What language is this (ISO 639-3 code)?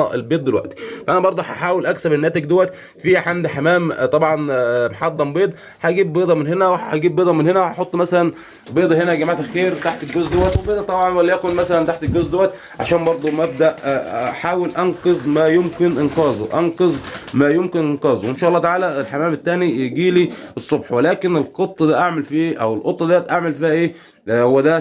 arz